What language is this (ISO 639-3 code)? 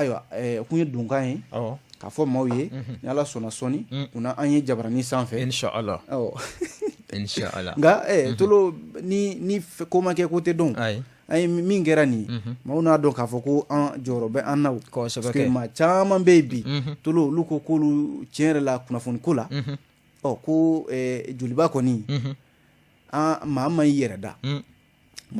bam